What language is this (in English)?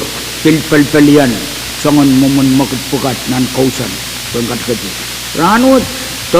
Pohnpeian